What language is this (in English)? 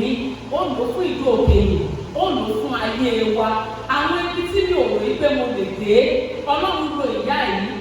Yoruba